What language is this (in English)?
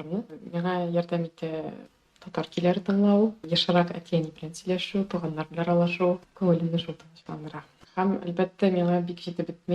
Tatar